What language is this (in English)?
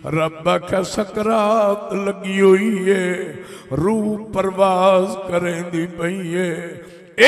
Saraiki